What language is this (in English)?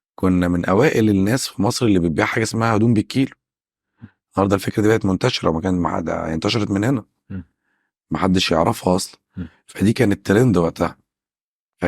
Egyptian Arabic